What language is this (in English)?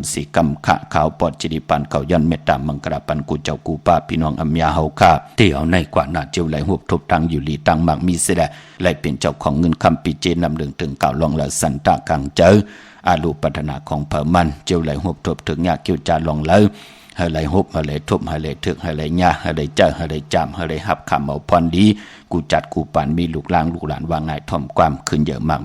Shan